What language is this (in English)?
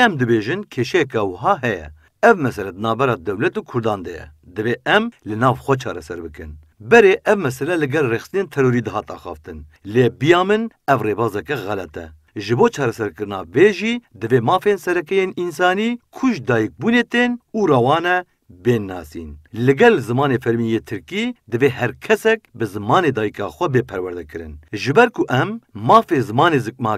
Kurdish